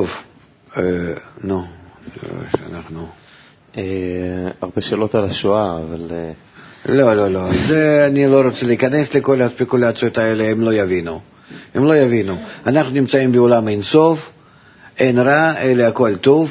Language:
Hebrew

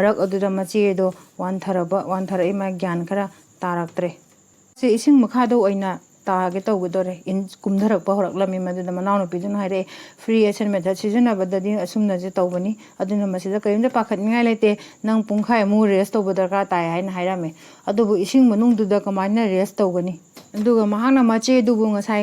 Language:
Manipuri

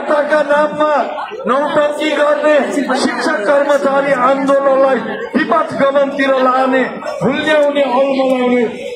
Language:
Nepali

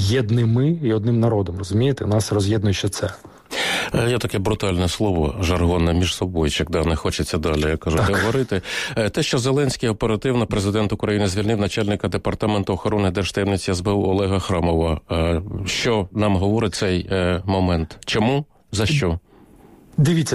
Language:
Ukrainian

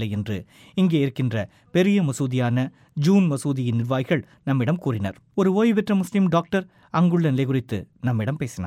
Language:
Tamil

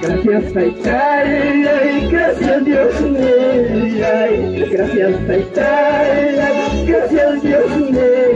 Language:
Ayacucho Quechua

